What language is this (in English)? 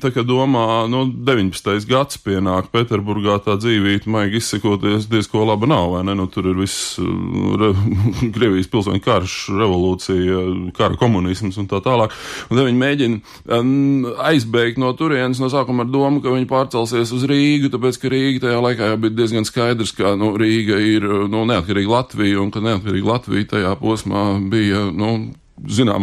Latvian